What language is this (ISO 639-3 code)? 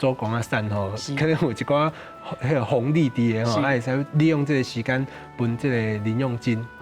nan